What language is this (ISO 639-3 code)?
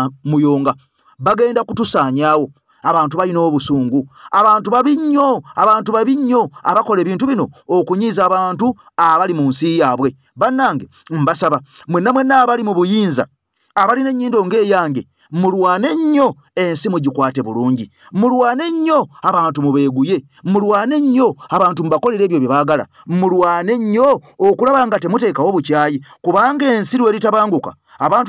lug